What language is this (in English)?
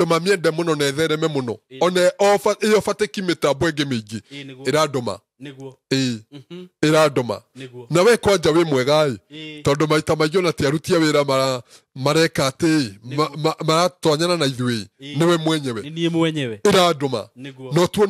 Kikuyu